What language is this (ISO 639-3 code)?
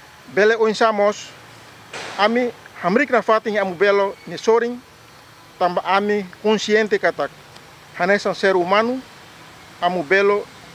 tet